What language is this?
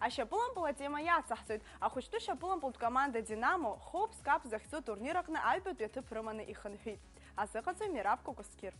Abkhazian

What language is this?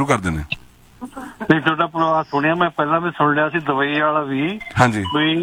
Punjabi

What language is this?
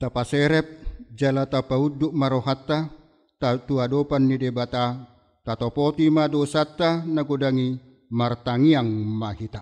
Batak Toba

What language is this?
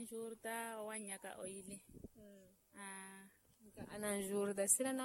Makhuwa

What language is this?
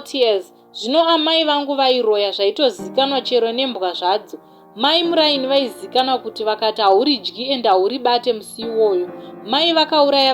Shona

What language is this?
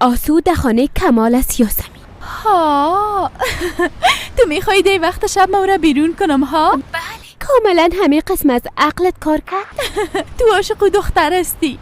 Persian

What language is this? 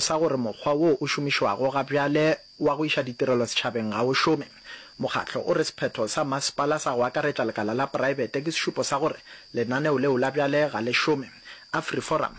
Northern Sotho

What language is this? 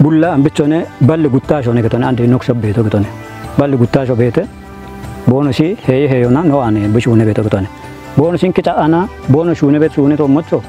Kafa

